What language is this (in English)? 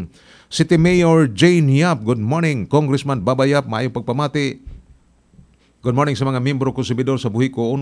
Cebuano